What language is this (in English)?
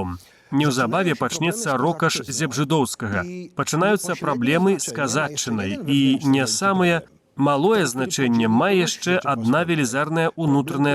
Belarusian